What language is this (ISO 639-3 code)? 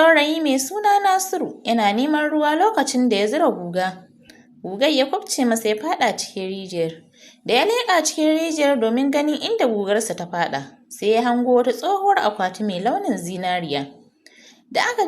hau